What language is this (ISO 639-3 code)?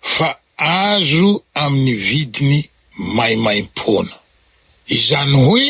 mlg